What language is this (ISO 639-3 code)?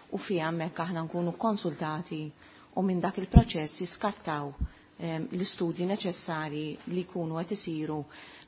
mlt